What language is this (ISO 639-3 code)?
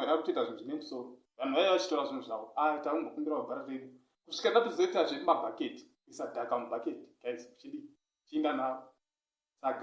sna